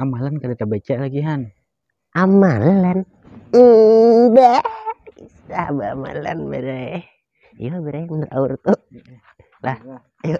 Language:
Banjar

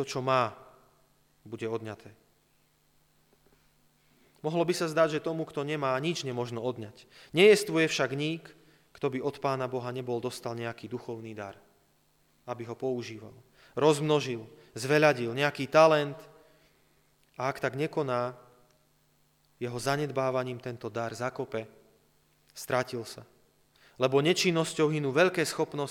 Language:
Slovak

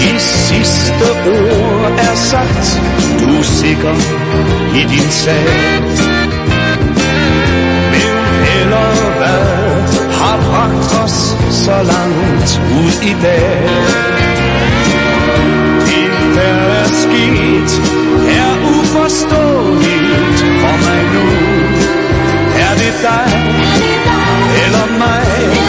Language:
Danish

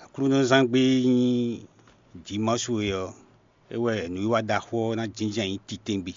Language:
Fon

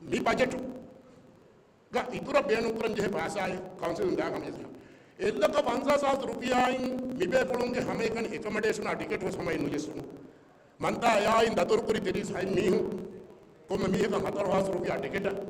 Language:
Divehi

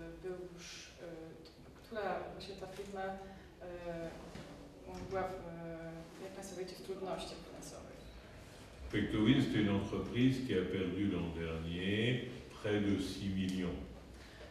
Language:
Polish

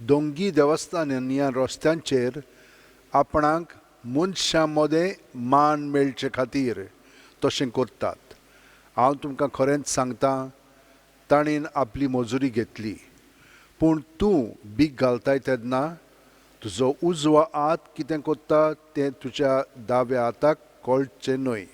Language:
Konkani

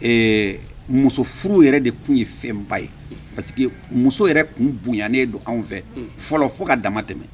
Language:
Bambara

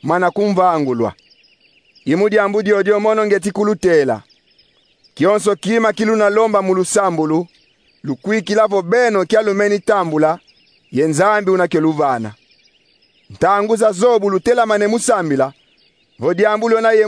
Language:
Kongo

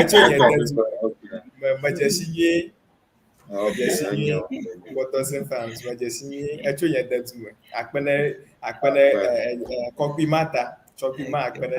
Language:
Ewe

